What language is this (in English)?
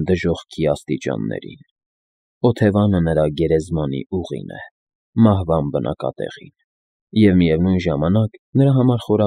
Armenian